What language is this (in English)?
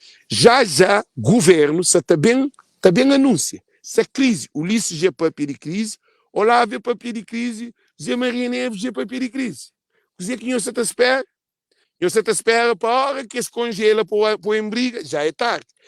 Kabuverdianu